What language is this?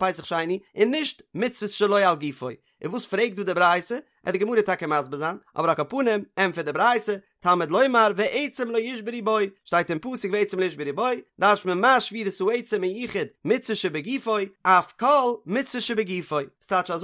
Yiddish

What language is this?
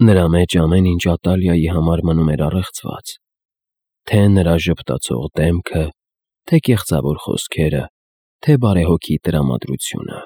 Armenian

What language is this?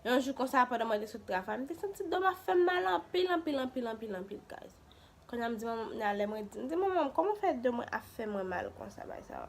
Haitian Creole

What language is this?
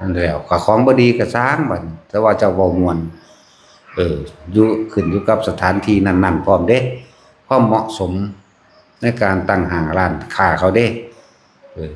Northeastern Thai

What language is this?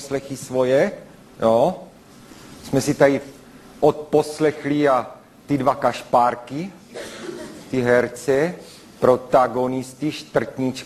Czech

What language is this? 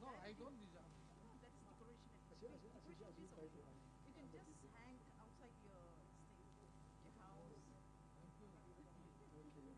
Poumei Naga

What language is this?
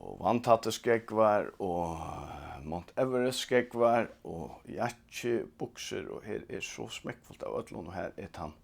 Faroese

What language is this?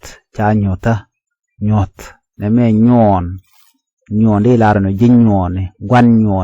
Nuer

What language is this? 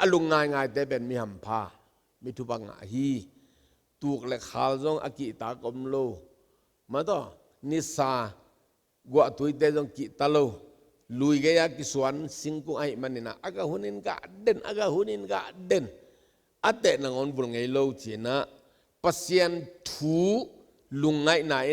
Tedim Chin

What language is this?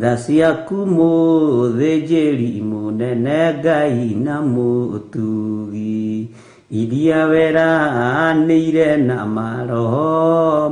Kikuyu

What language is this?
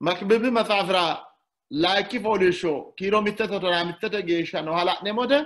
Sidamo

